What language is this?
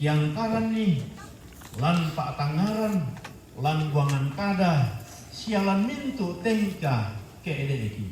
Toraja-Sa'dan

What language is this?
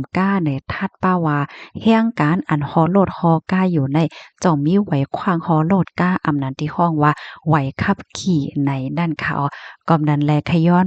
Shan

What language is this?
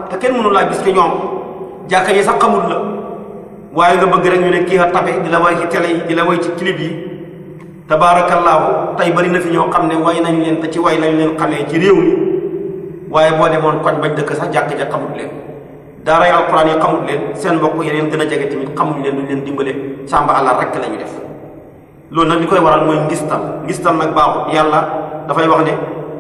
Wolof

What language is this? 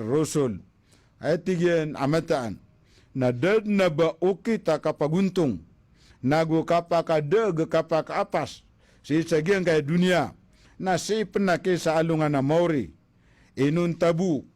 Maranao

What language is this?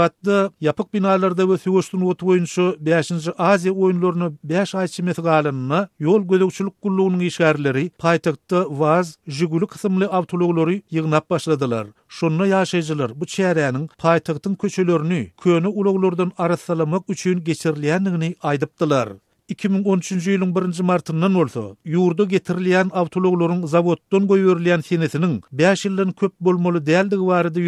Turkmen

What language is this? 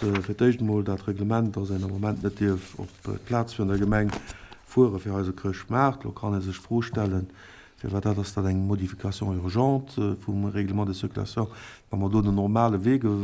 Luxembourgish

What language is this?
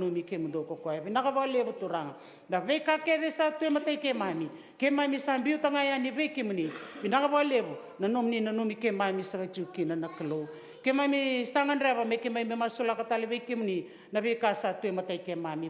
Fijian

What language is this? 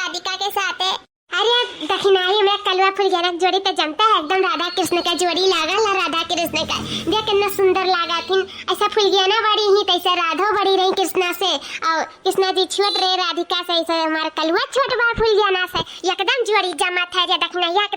Awadhi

